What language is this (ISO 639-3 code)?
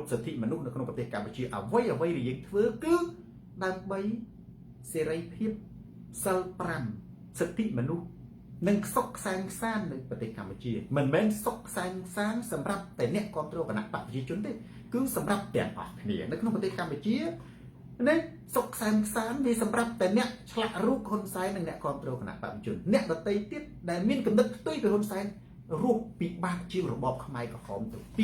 khm